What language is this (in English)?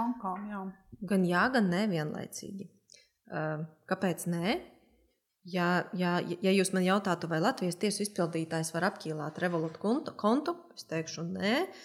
Latvian